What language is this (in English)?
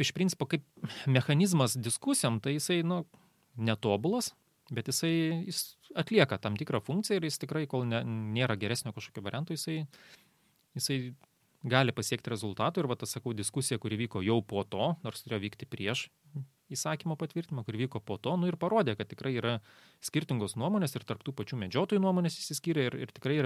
Lithuanian